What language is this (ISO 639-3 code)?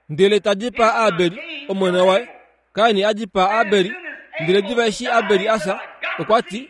kua